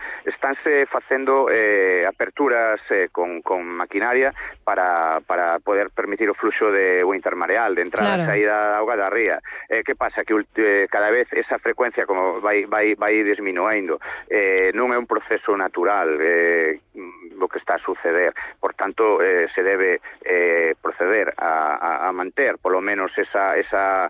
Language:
Galician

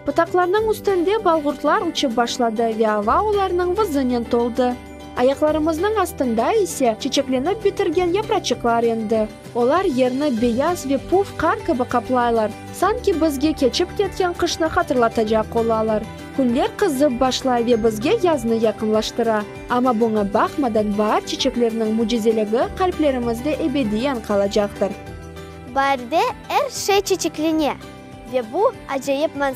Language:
Crimean Tatar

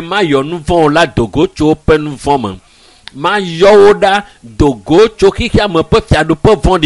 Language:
Ewe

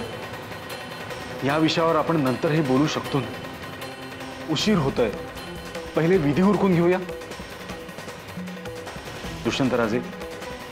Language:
Marathi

